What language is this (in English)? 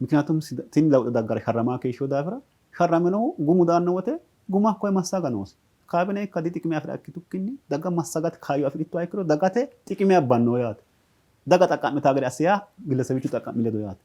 Sidamo